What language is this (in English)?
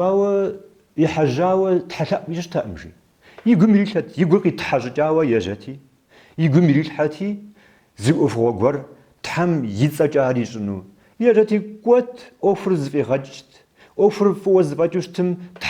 Kabardian